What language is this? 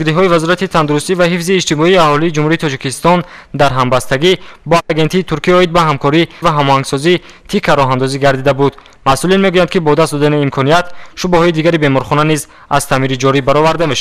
Tajik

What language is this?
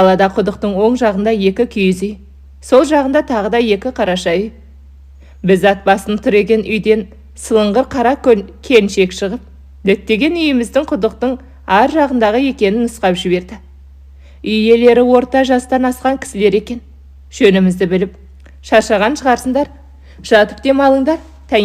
Kazakh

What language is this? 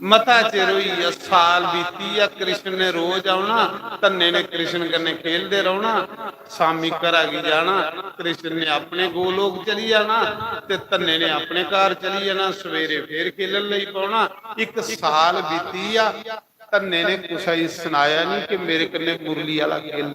Dogri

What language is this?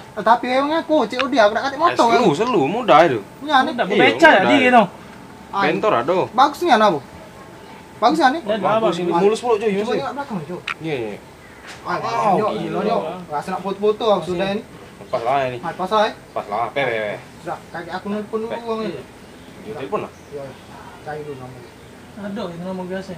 Musi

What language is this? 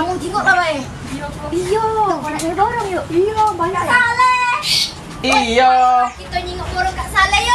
Musi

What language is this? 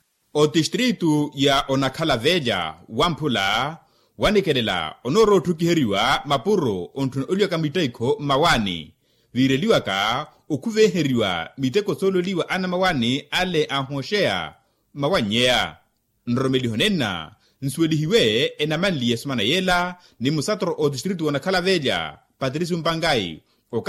Makhuwa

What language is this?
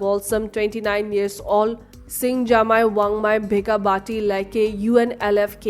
Naga Pidgin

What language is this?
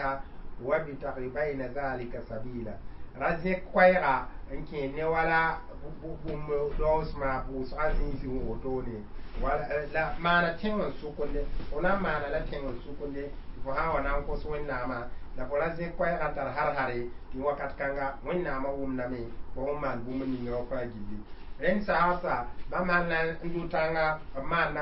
Mossi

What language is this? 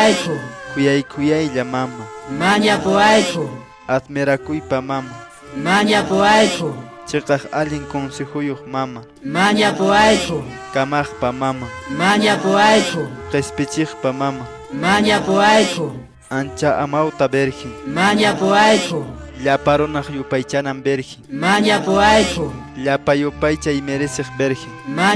Quechua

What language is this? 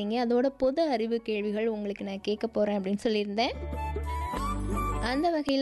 Tamil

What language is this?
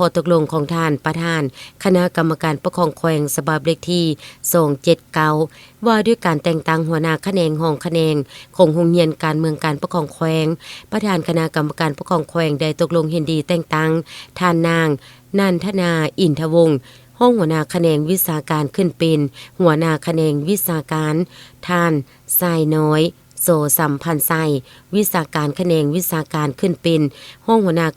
Lao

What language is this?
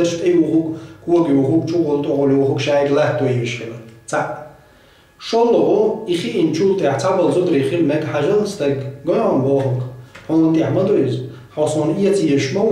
Chechen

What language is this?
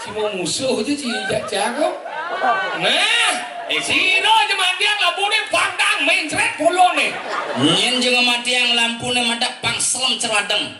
Balinese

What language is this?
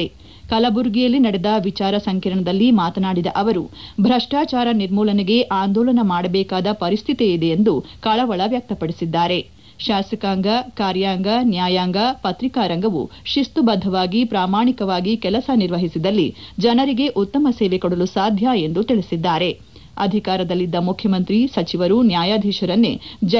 Kannada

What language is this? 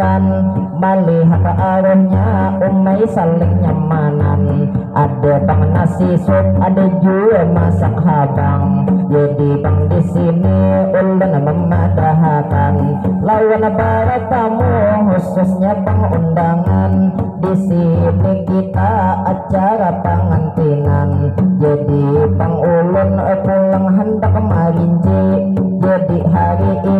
Banjar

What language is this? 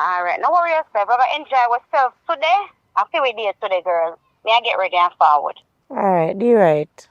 Jamaican Creole English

